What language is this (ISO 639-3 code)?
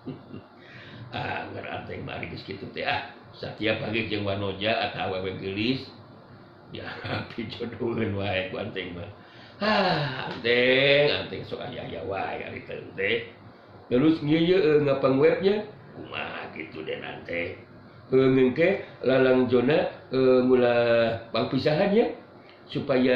sun